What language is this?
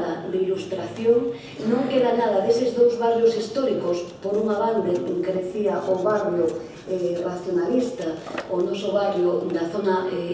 Galician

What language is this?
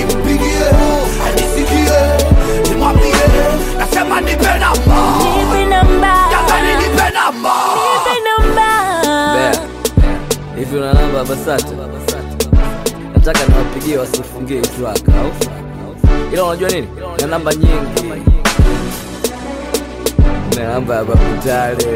Swahili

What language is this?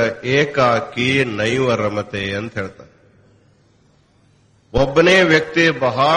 Kannada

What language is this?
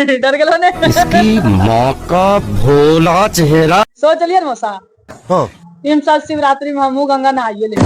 Magahi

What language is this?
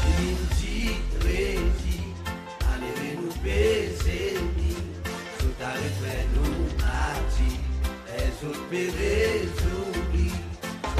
Seselwa Creole French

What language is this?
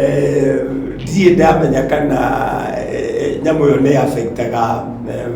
Kikuyu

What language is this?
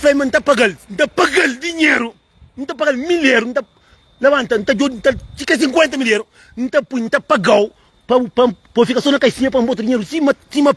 Kabuverdianu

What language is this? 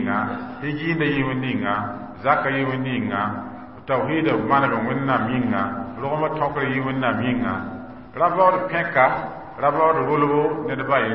Mossi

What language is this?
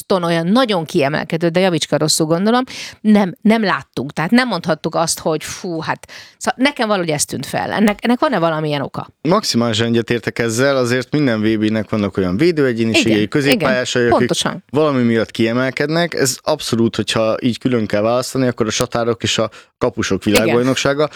Hungarian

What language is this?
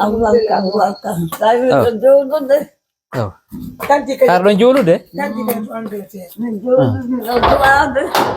Pular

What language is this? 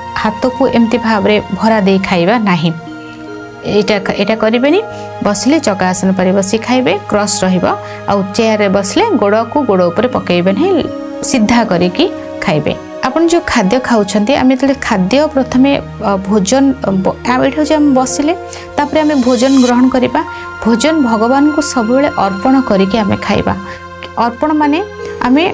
Odia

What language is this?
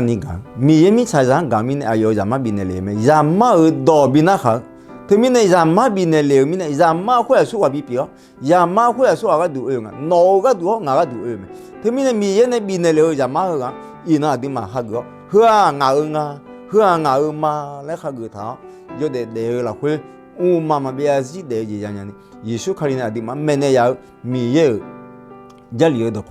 Akha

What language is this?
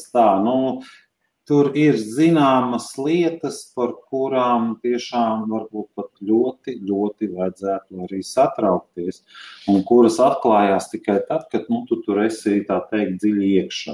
Latvian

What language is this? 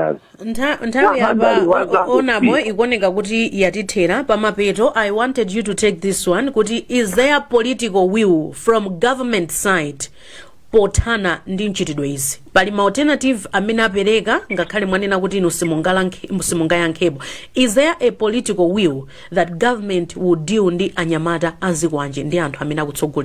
Nyanja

